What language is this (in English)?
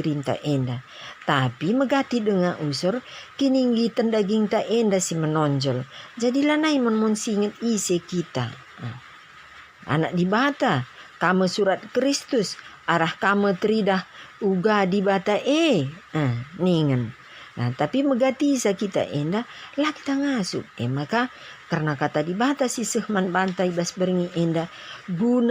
Batak Karo